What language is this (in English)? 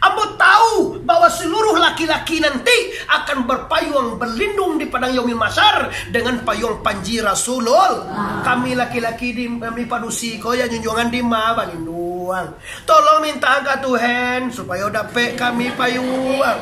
Minangkabau